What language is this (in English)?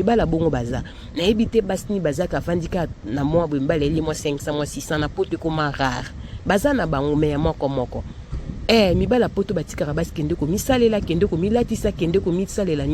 Lingala